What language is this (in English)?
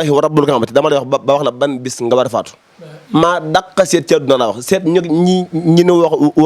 Wolof